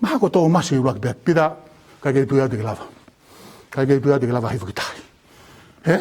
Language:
Tongan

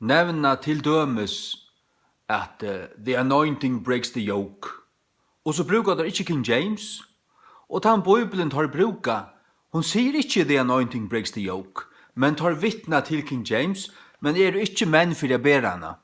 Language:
Faroese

